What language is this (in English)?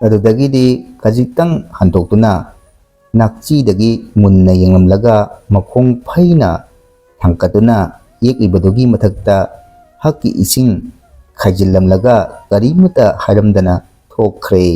Manipuri